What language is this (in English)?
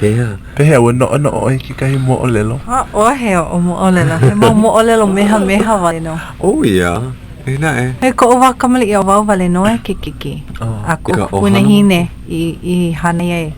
Hawaiian